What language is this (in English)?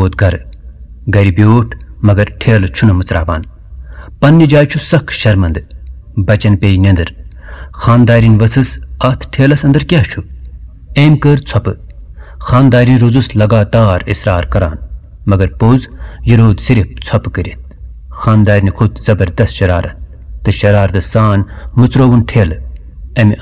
Kashmiri